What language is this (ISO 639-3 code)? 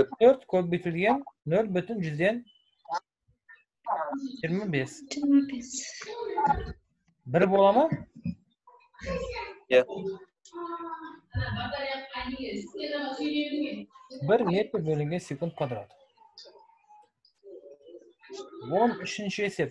kaz